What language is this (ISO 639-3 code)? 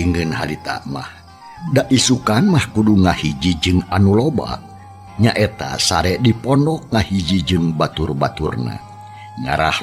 sun